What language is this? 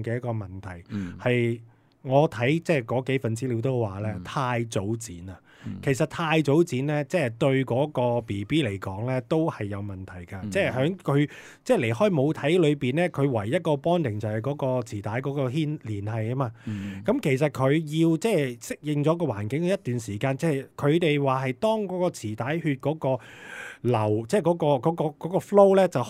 Cantonese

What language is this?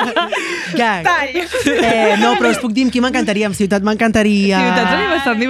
Catalan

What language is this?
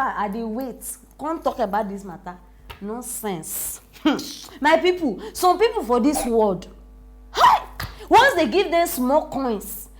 Nigerian Pidgin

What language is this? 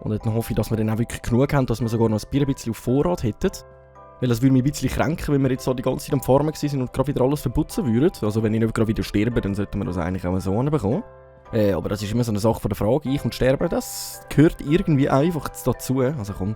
Swiss German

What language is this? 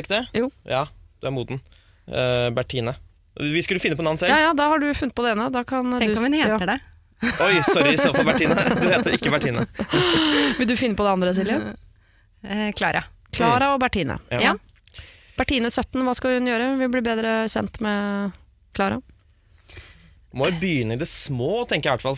Norwegian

